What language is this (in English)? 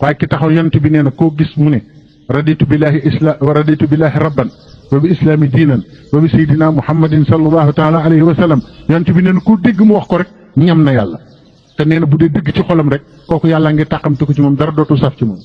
Wolof